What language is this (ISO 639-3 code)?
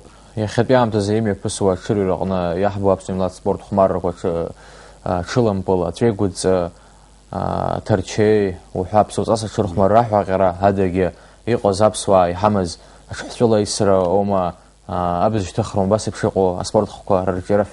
abk